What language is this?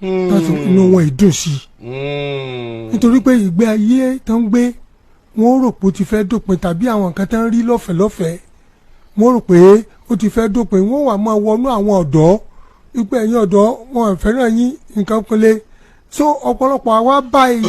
Yoruba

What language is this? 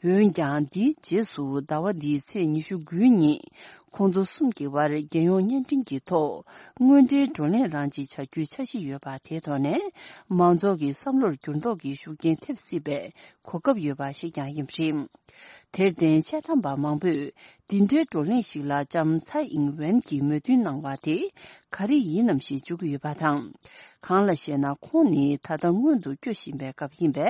Tibetan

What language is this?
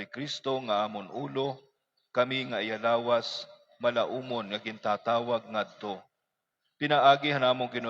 Waray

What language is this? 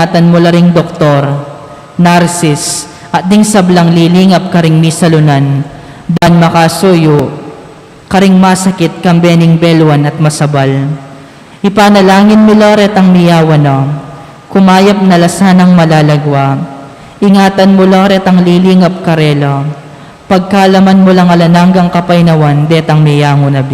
Pampanga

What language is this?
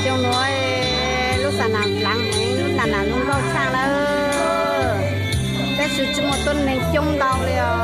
Hmong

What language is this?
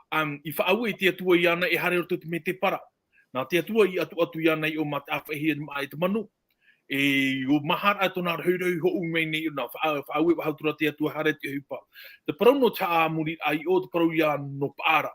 Tahitian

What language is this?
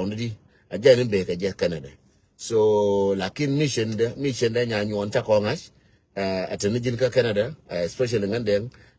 Nuer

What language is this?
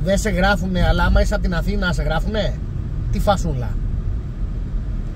Greek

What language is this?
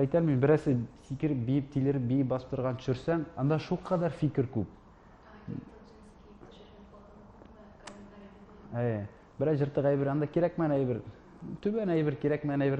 Tatar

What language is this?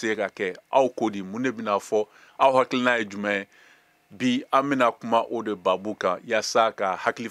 Bambara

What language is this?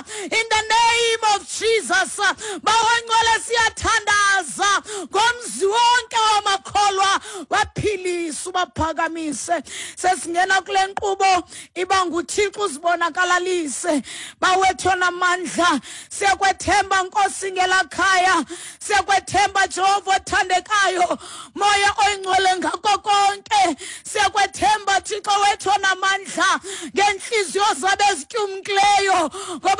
Xhosa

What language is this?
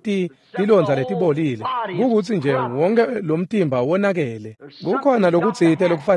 Swati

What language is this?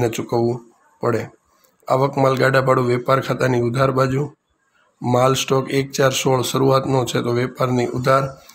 Gujarati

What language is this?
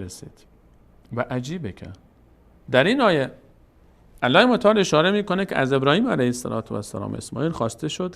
Persian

